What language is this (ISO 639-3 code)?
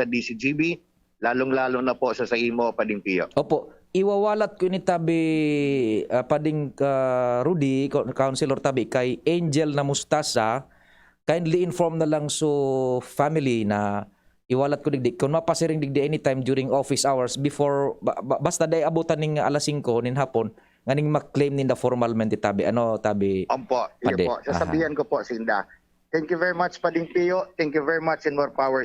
bik